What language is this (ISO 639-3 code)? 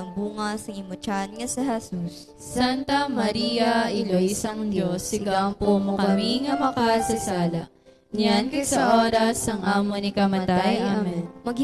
hil